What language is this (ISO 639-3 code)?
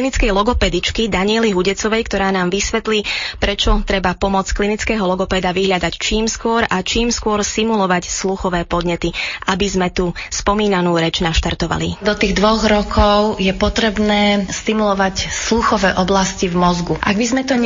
slk